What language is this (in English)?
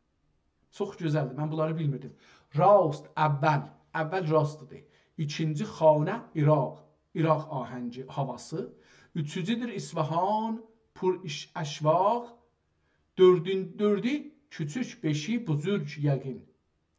South Azerbaijani